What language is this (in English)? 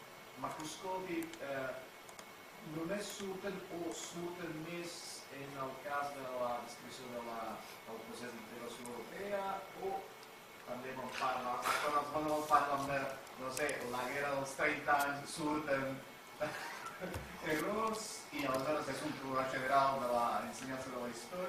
Catalan